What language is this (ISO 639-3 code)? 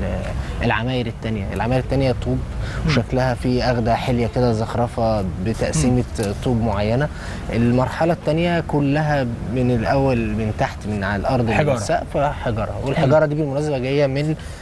arz